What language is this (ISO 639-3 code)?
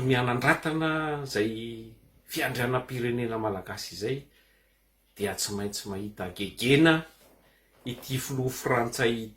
mlg